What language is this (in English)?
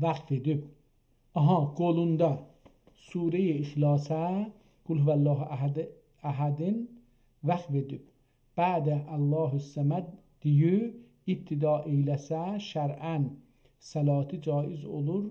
South Azerbaijani